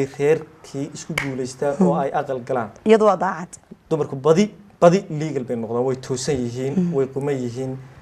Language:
Somali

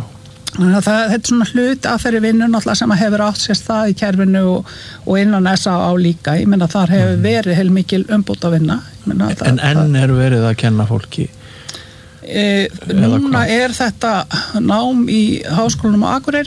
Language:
Icelandic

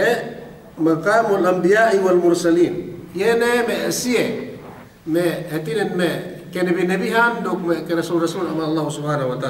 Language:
Yakan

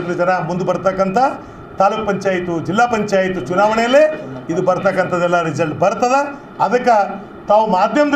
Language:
Kannada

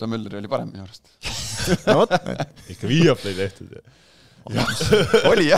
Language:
Estonian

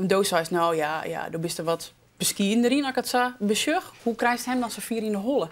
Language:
Western Frisian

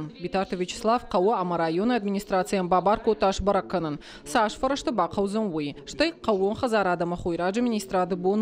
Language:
Ossetic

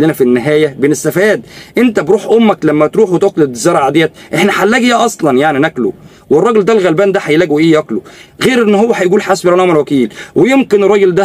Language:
Egyptian Arabic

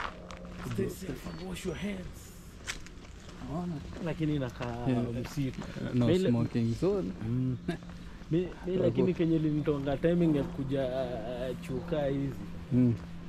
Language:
Swahili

